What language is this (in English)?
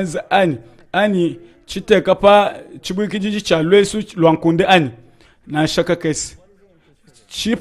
Luba-Lulua